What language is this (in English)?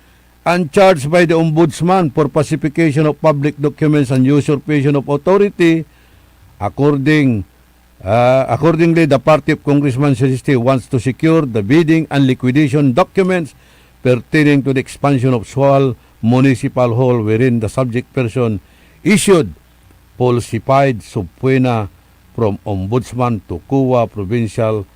Pangasinan